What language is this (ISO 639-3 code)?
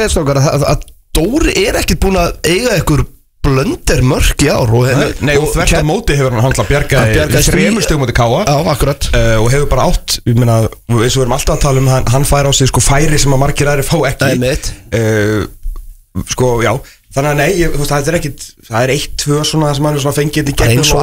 isl